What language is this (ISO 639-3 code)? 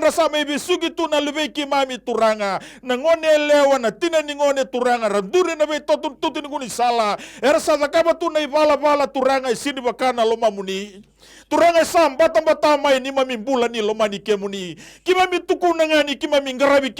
fij